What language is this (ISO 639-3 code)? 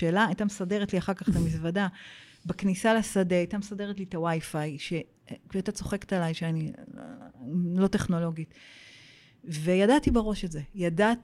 heb